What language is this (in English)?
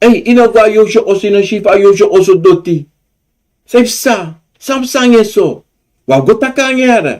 Sranan Tongo